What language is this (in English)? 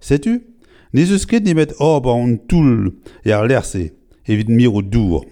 Breton